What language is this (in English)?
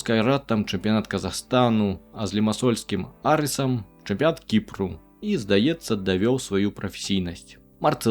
Belarusian